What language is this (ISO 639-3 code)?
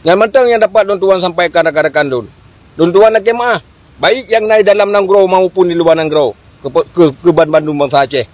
ace